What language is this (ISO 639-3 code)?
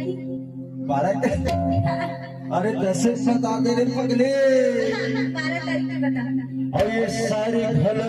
hne